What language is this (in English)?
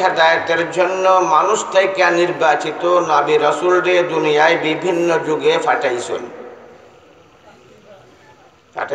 Sylheti